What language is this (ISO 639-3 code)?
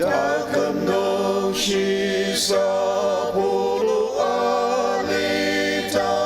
njo